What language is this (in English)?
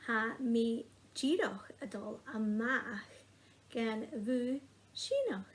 Scottish Gaelic